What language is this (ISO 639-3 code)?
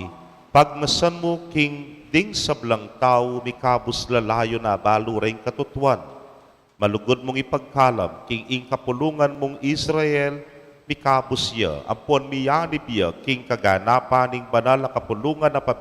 pam